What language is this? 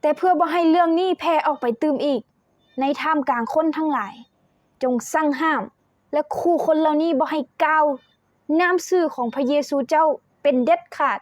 Lao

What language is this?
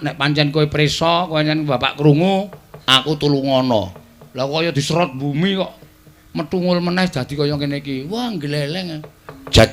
Javanese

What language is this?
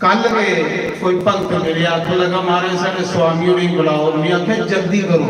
Dogri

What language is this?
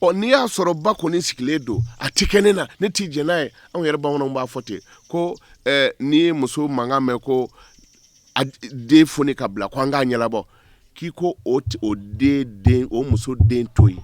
Bambara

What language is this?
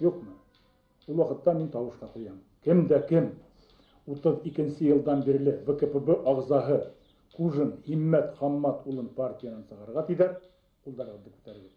Bashkir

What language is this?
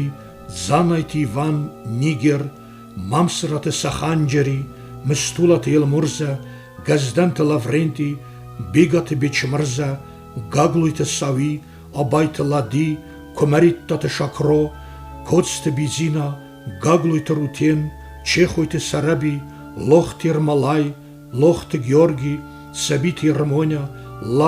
Ossetic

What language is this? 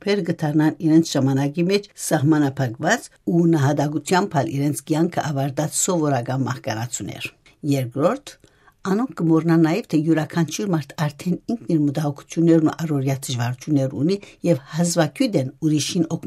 Western Armenian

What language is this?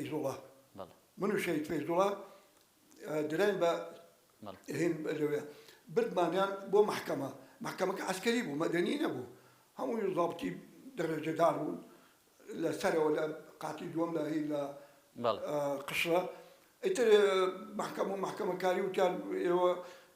Central Kurdish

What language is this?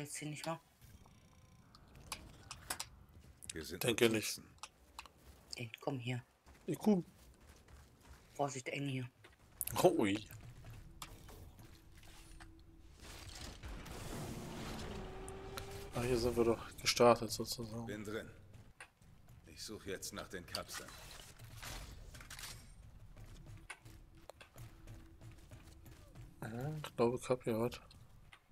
German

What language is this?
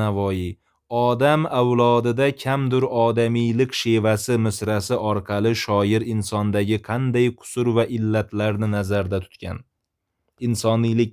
Uzbek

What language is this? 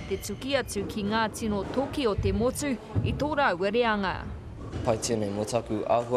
Māori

